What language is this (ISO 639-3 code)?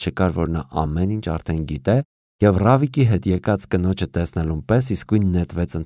hye